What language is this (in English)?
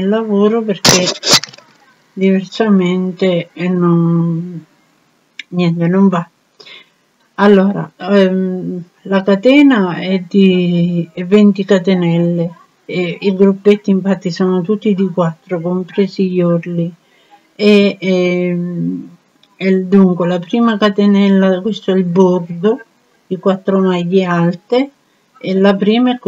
Italian